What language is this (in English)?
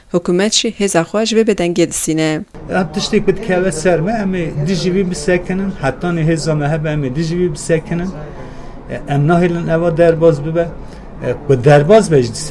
Kurdish